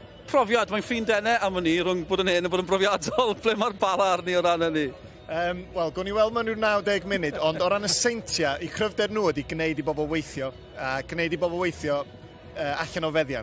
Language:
Welsh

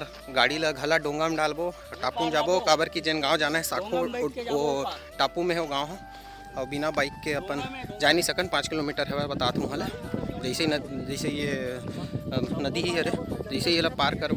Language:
Chhattisgarhi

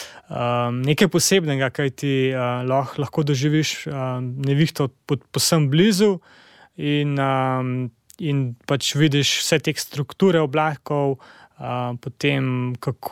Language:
Slovenian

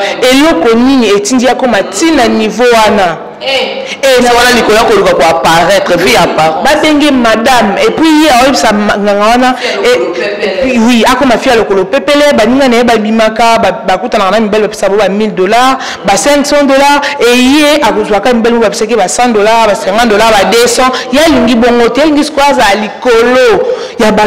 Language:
Lingala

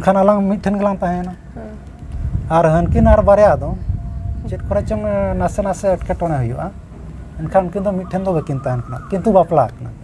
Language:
Santali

